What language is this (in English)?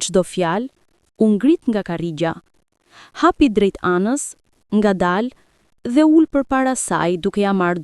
Albanian